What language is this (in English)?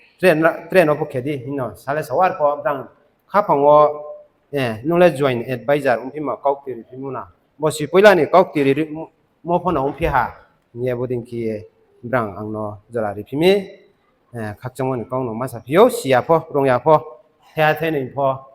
Riang (India)